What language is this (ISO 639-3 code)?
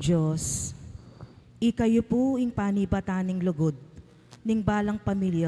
pam